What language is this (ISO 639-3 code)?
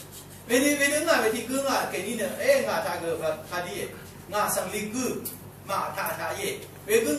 raw